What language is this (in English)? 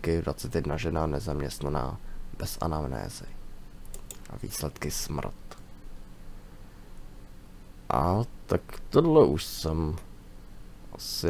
Czech